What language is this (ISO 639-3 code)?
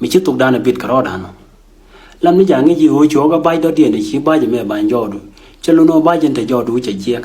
nus